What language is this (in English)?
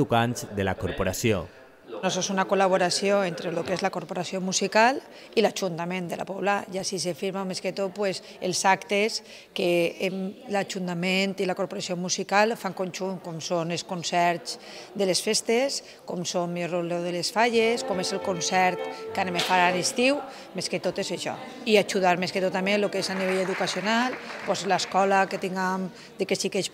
Catalan